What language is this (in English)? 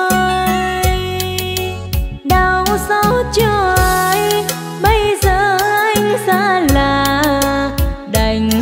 Vietnamese